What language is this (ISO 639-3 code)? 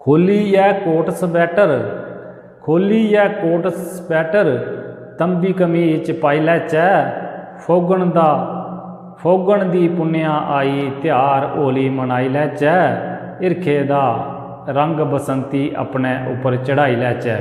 doi